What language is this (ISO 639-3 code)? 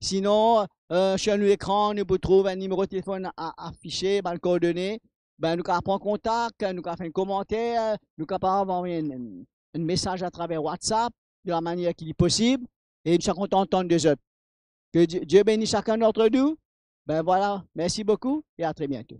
mfe